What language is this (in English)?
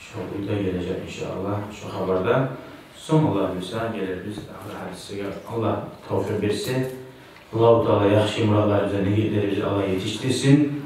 Kumyk